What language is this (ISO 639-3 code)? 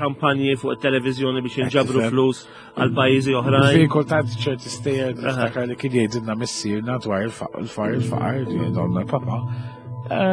mlt